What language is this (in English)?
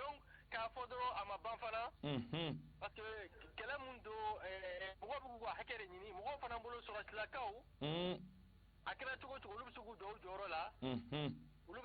Bambara